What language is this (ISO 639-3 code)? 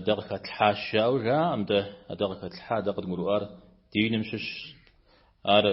kbd